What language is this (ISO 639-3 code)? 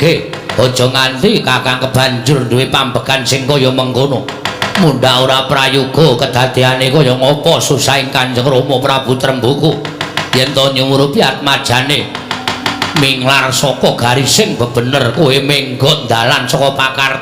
jav